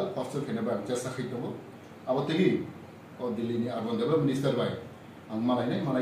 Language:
Riang (India)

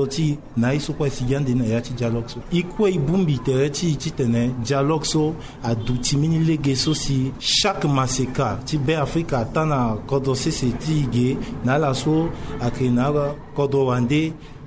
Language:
Sango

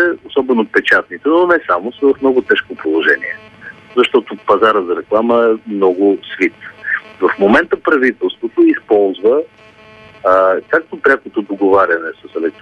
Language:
Bulgarian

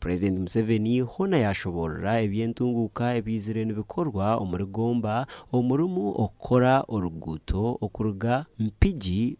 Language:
Nyankole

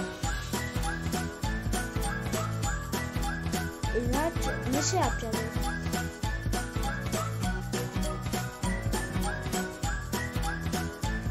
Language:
Turkish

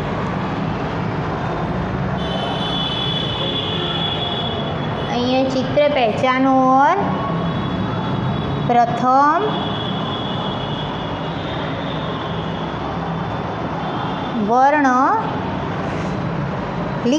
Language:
Gujarati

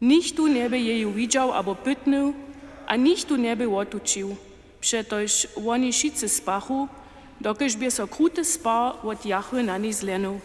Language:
Upper Sorbian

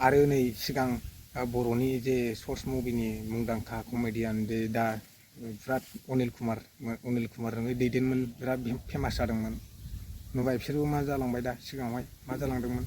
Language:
Bodo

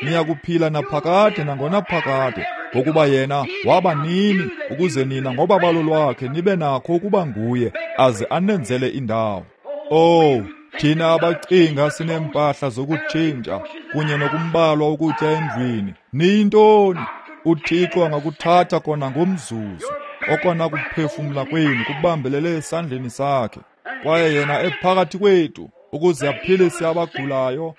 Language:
Xhosa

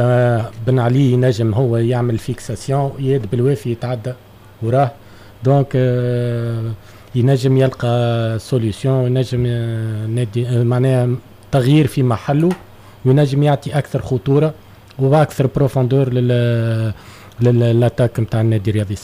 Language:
Tunisian Arabic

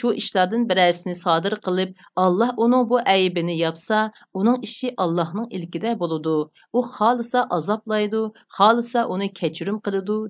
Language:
Uyghur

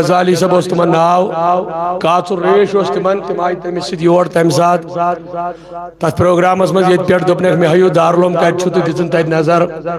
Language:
Kashmiri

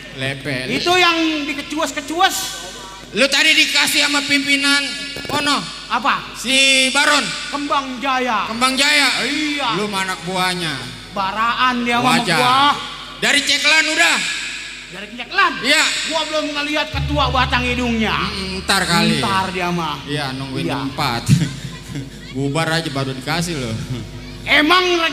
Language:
Betawi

